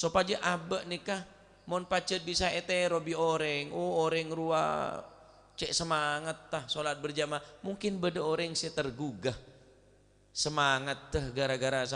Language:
Madurese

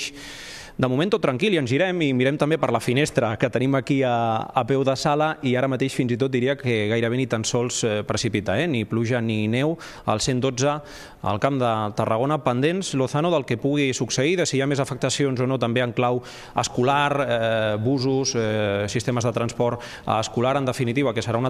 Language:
Catalan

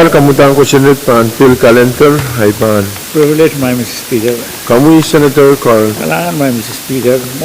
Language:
Pohnpeian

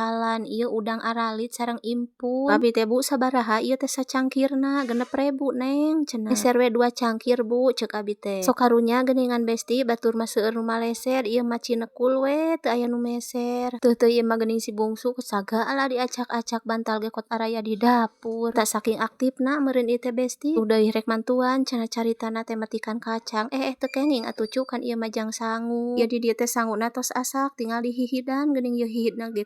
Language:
Sundanese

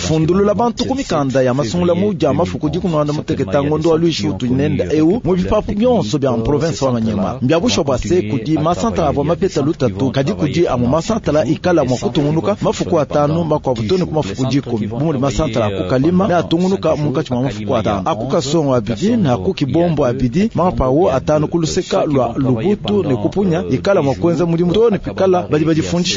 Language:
Luba-Lulua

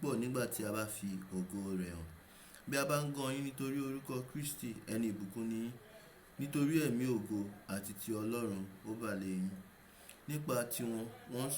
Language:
Yoruba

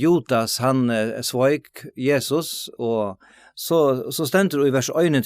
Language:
Faroese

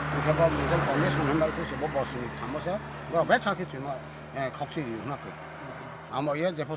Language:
Riang (India)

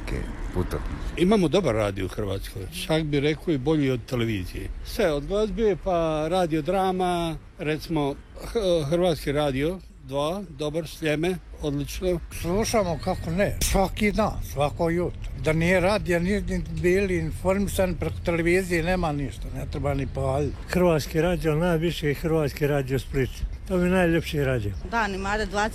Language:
Croatian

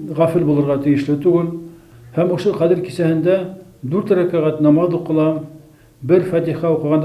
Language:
Bashkir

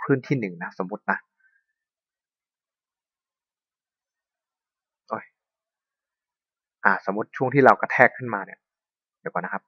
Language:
Thai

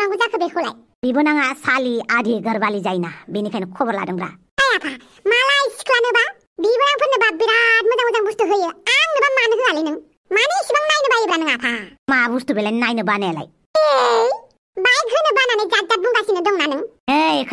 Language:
Bodo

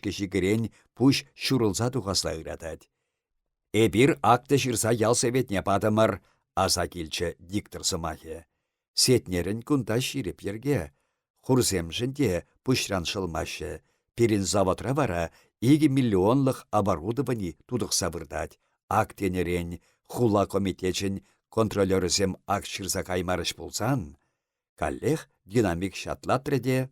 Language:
Chuvash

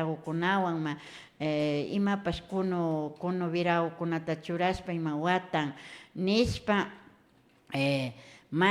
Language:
Imbabura Highland Quichua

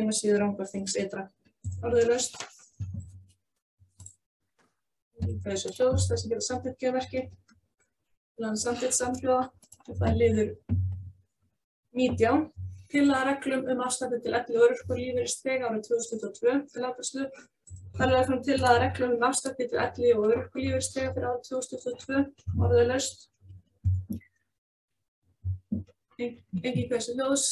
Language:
Icelandic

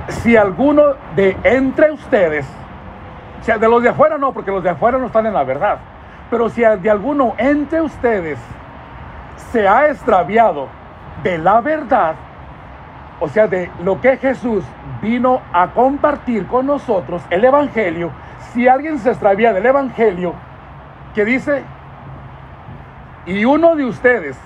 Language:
Spanish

